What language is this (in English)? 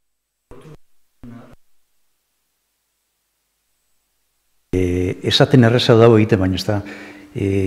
Basque